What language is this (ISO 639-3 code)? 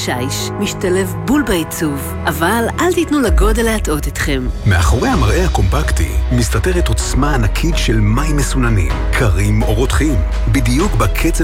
heb